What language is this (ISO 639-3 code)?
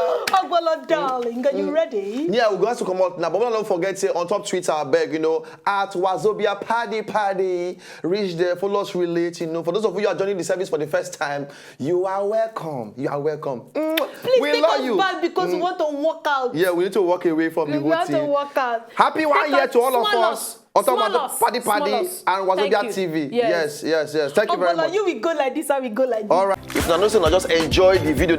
pcm